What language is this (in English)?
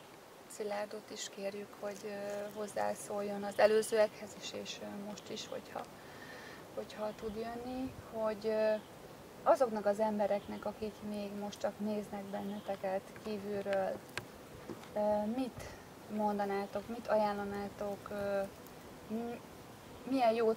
Hungarian